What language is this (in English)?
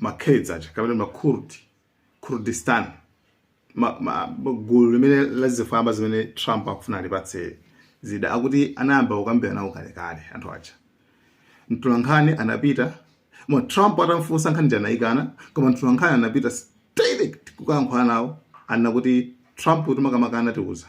Nyanja